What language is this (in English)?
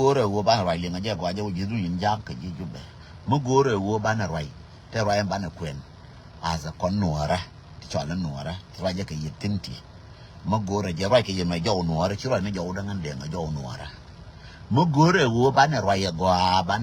Nuer